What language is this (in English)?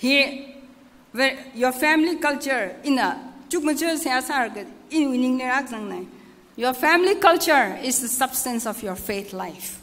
Tangkhul Naga (India)